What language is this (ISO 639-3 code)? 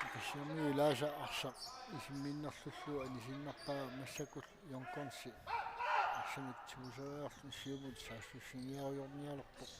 kal